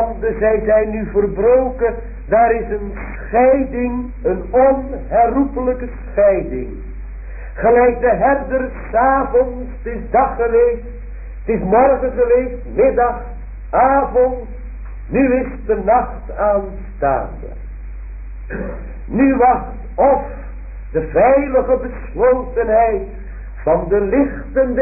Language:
Dutch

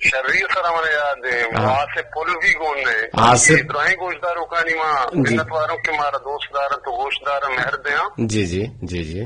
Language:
Eastern Balochi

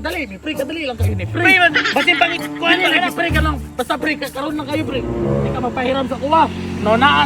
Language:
Cebuano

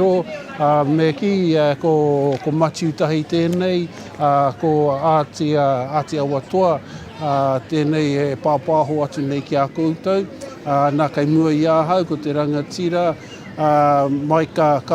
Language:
Māori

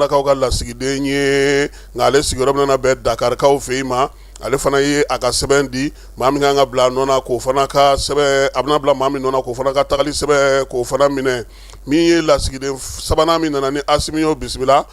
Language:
Bambara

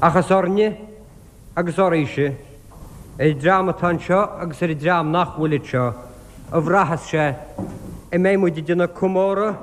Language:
Irish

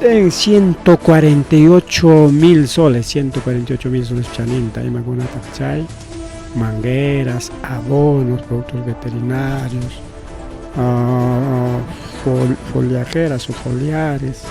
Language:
Ayacucho Quechua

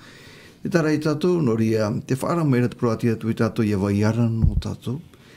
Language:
Tahitian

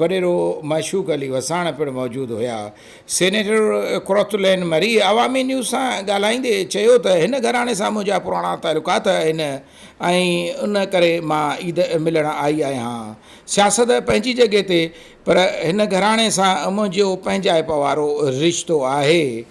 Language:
Sindhi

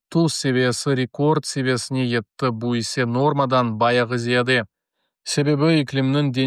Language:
Crimean Tatar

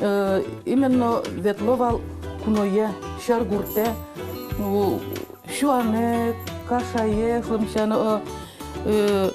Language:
Udmurt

